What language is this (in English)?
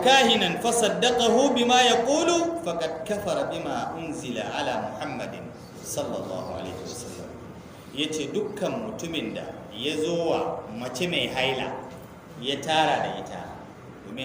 Hausa